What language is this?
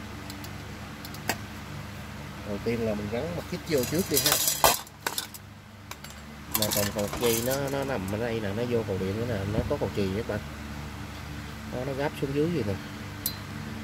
Vietnamese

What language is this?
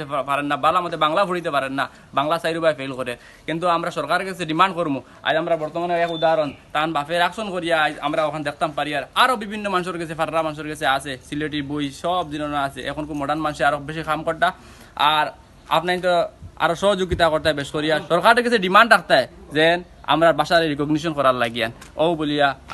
Sylheti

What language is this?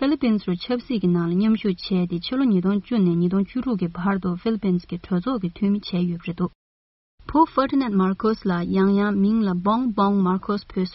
Tibetan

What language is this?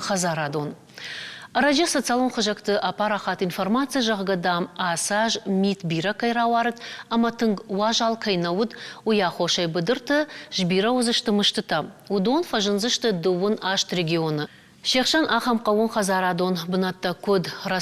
Ossetic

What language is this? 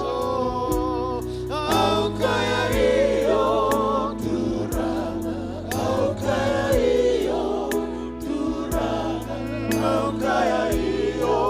Fijian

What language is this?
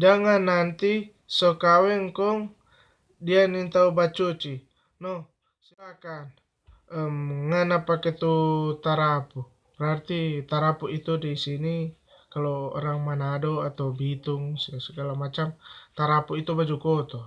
Manado Malay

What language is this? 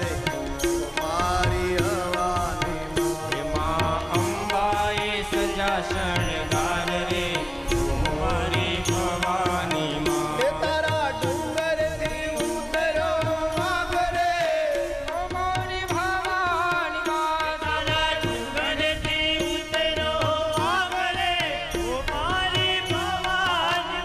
Gujarati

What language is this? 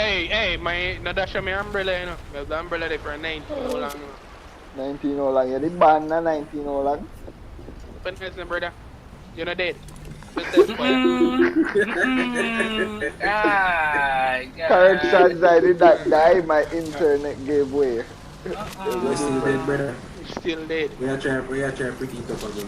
Jamaican Creole English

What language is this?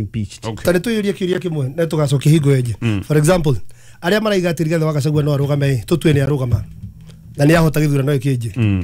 Kikuyu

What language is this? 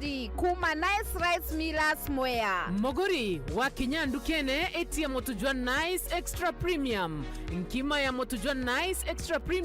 Meru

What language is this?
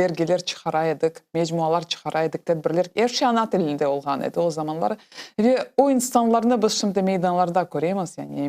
Crimean Tatar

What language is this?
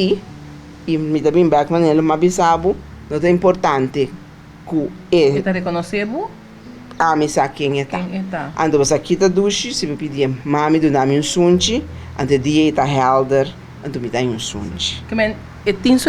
Papiamento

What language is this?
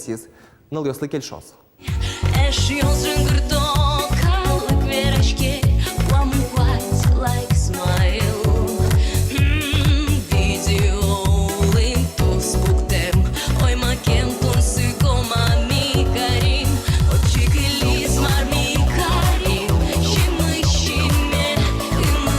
Udmurt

